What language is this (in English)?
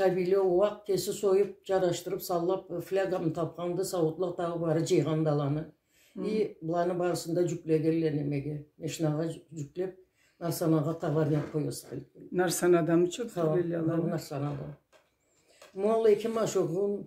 Karachay-Balkar